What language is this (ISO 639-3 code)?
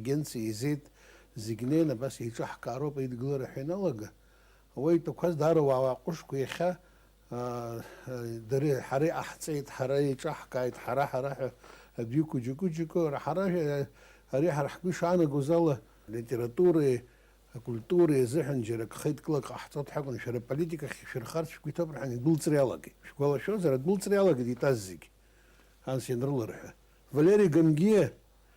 abk